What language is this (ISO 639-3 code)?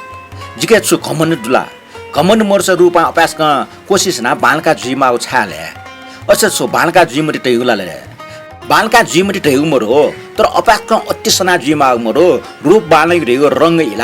new